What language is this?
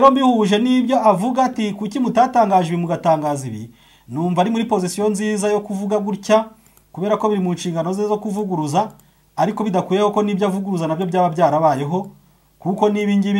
Kinyarwanda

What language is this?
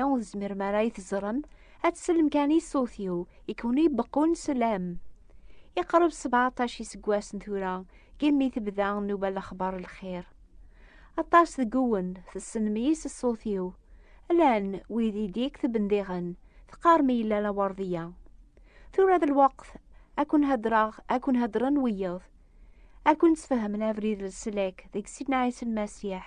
Kabyle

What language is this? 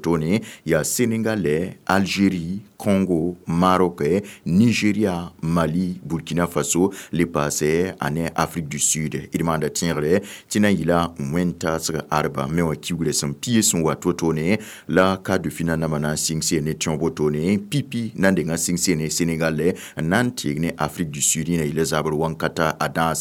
Mossi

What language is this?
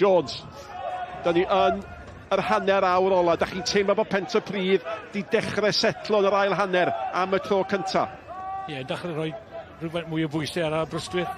Welsh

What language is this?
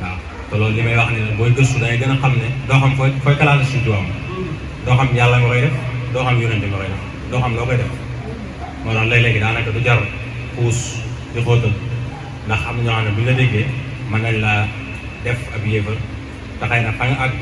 Wolof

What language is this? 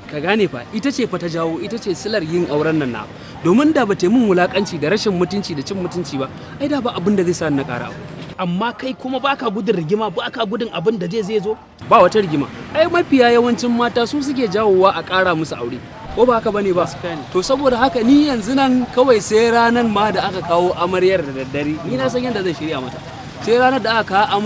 Hausa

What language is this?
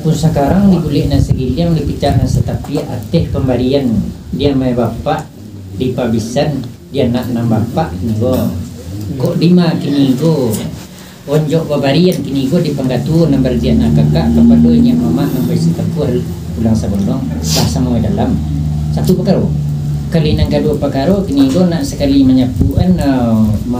Minangkabau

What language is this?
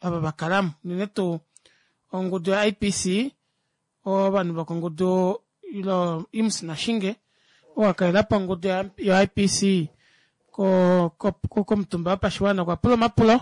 Kuanyama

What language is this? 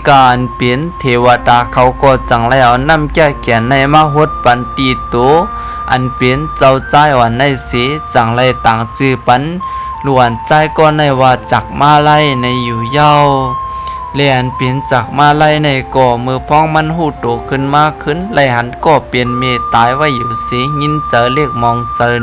Shan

